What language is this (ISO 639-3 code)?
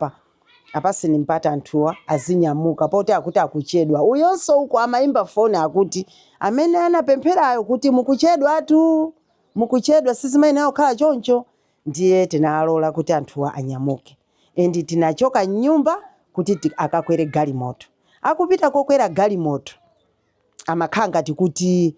nya